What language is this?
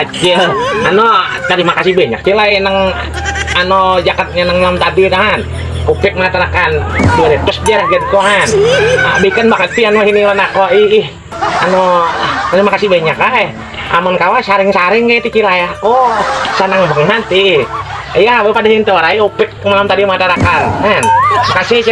Banjar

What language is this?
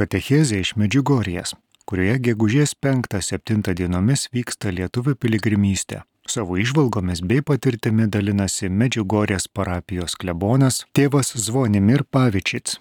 Lithuanian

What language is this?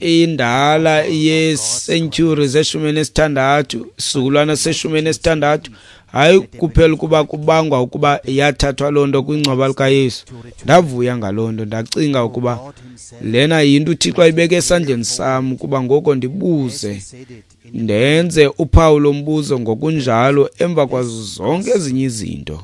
Xhosa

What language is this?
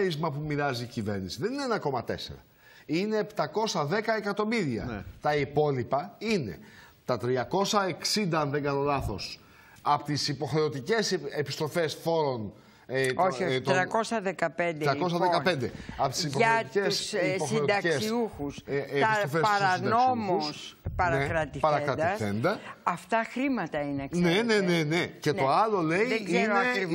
Greek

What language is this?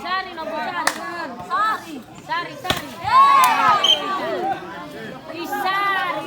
Nias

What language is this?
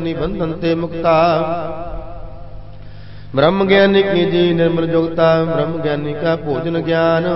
Punjabi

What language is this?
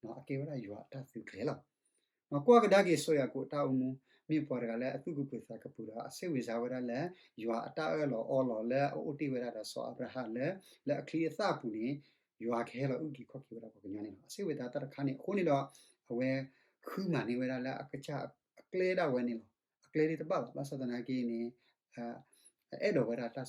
S'gaw Karen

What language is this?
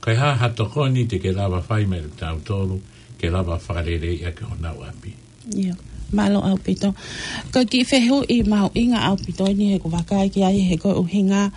Tongan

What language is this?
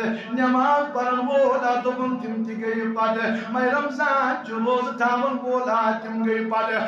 Kashmiri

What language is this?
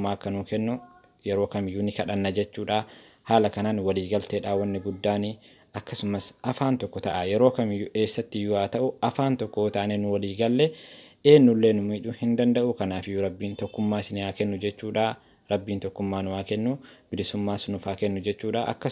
Oromo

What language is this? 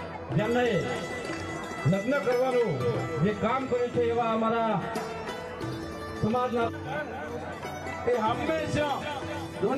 Gujarati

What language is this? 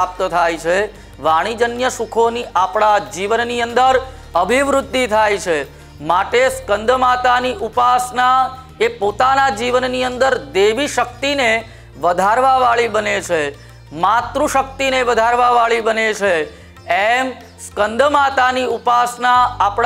Gujarati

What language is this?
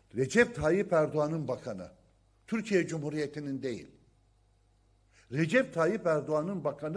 Turkish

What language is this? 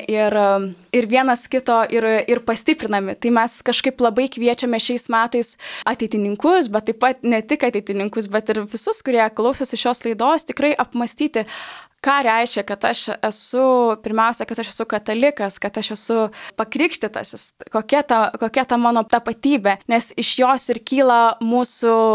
Lithuanian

